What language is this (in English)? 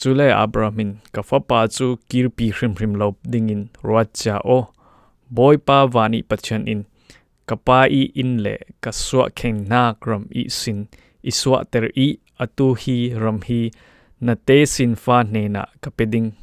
Falam Chin